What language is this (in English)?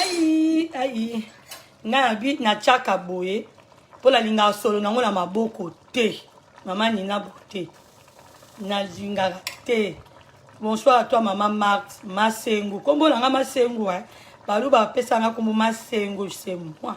Lingala